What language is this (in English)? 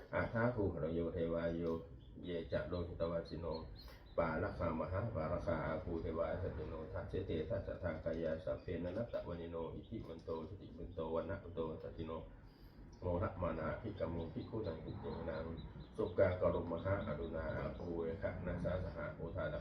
Pali